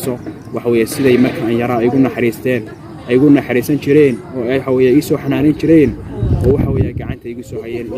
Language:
Somali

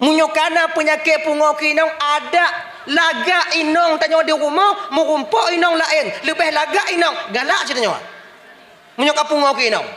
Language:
Achinese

